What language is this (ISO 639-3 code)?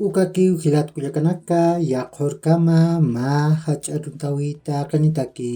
aym